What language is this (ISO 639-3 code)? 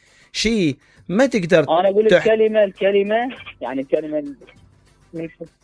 acm